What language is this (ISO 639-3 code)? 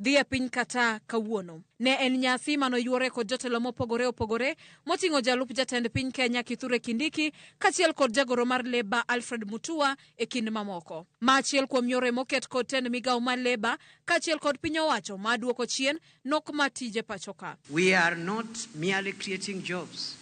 luo